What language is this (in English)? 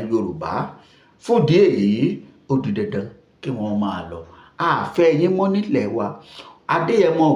Yoruba